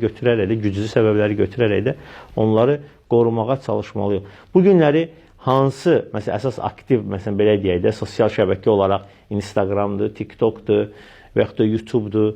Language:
Azerbaijani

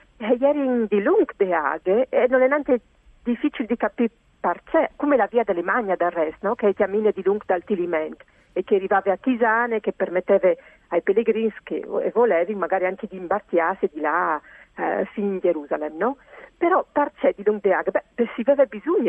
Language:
Friulian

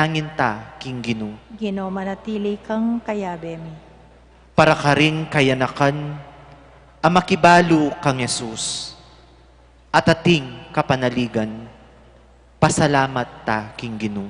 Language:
Pampanga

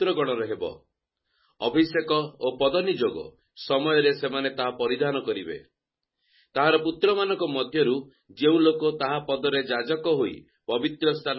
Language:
Odia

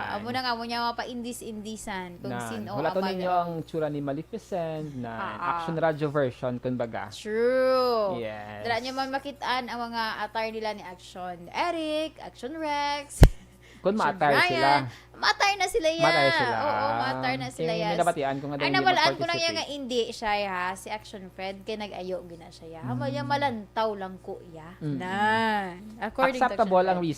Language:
Hiligaynon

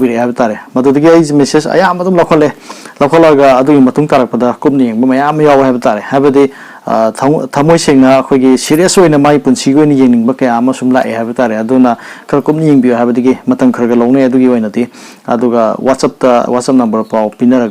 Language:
Manipuri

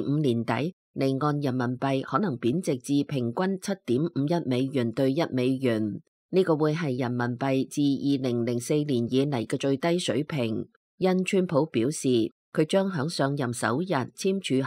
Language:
Cantonese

